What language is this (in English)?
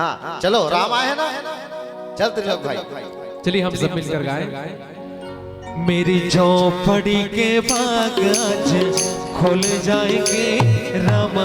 Chhattisgarhi